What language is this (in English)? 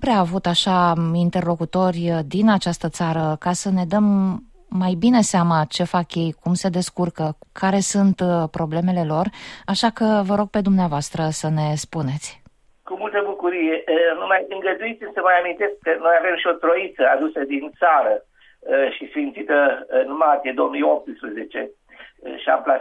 Romanian